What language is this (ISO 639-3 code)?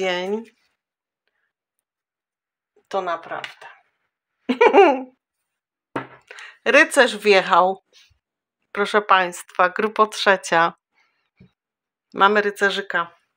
pol